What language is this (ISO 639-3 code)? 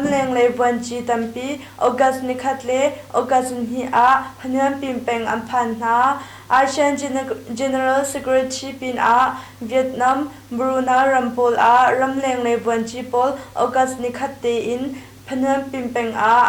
cnh